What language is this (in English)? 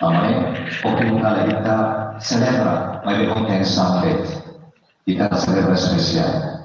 Tetum